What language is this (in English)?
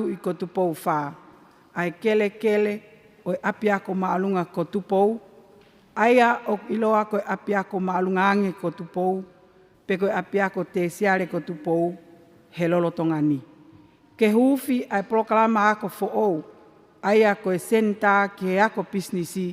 Tongan